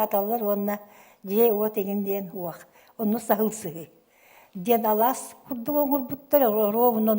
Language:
Yakut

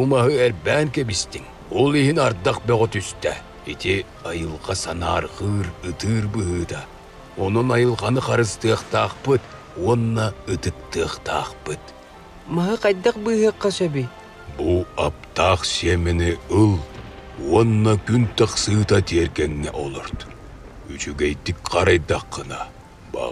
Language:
Yakut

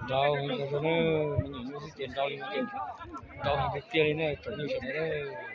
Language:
Hmong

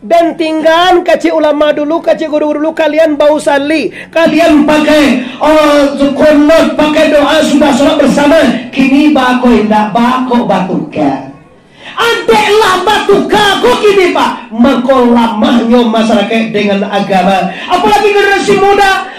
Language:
Minangkabau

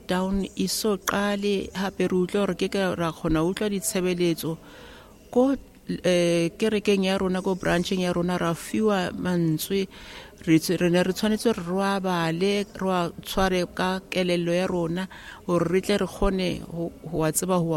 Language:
Southern Sotho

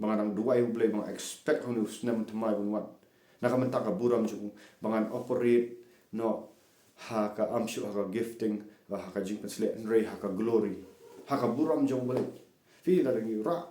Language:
Khasi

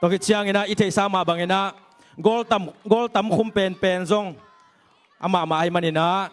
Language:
Tedim Chin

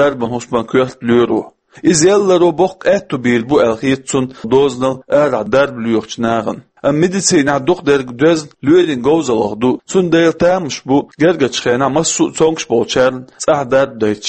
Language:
Chechen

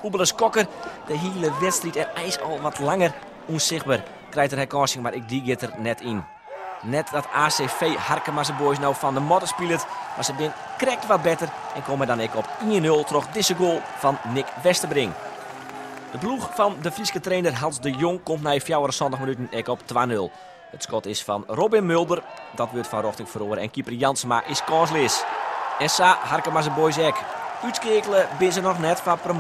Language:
Western Frisian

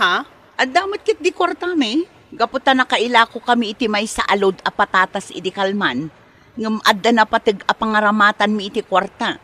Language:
Iloko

